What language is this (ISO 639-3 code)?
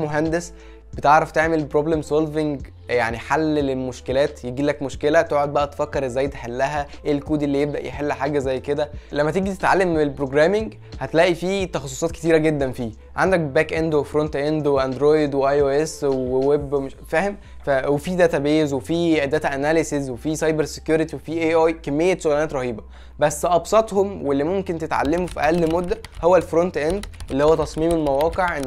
arz